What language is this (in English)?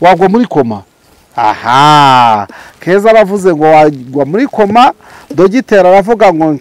Kinyarwanda